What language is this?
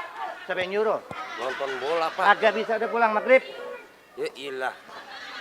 Betawi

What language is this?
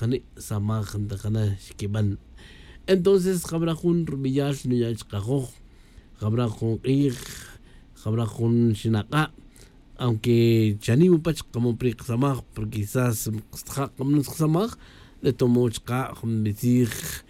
Tz'utujil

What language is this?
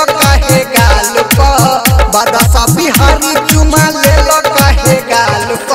Bhojpuri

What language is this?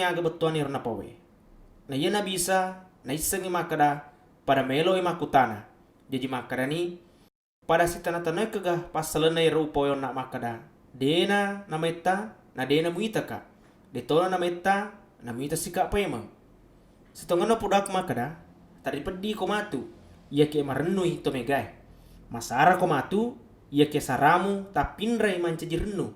Buginese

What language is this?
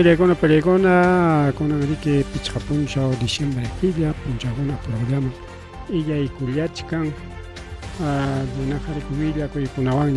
Ayacucho Quechua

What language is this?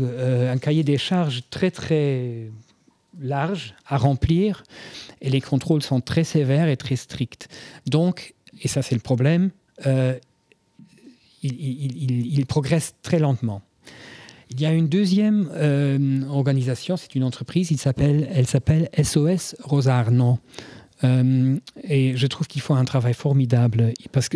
French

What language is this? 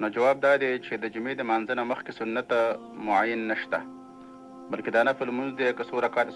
Pashto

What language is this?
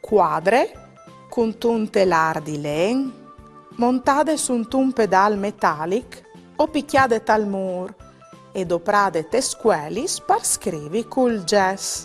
Friulian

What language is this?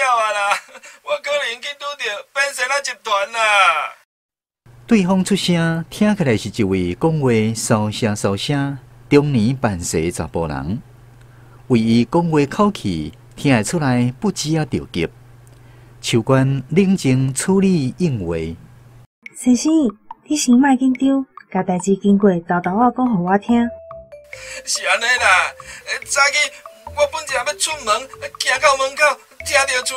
Min Nan Chinese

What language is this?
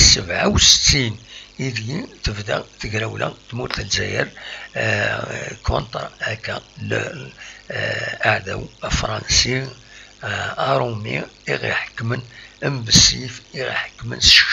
Kabyle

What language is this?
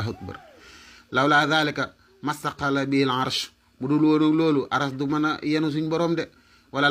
Wolof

